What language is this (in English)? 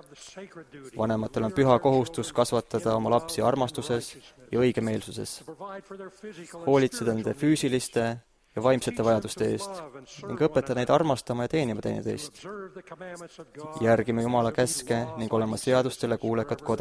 Estonian